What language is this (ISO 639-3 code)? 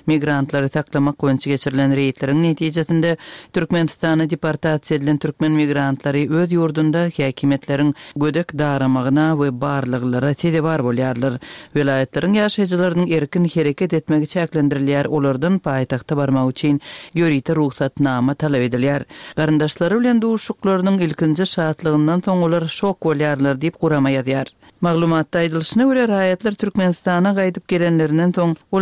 tuk